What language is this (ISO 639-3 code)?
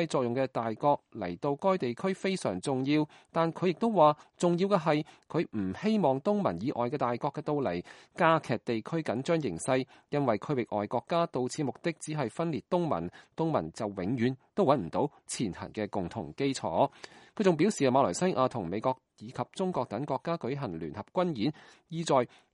yue